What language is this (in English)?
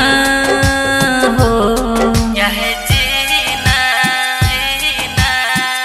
Bhojpuri